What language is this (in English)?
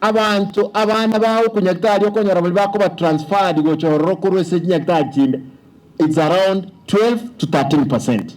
Gusii